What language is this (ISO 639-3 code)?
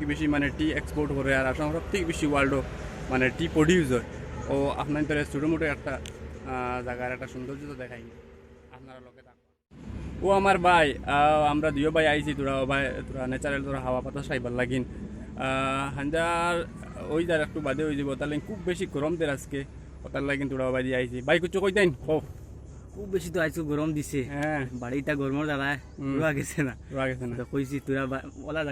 syl